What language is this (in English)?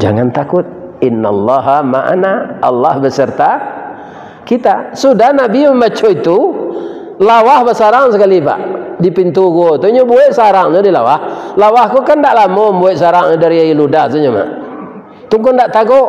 Minangkabau